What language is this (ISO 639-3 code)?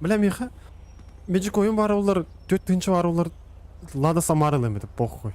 sah